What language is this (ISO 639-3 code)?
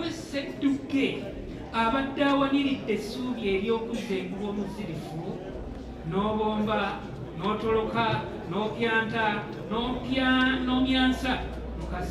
lug